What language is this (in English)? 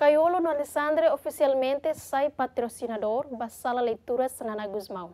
Tetum